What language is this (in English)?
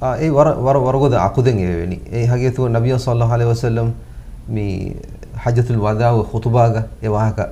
Divehi